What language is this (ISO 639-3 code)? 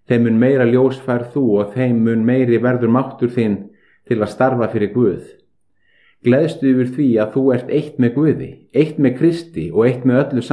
isl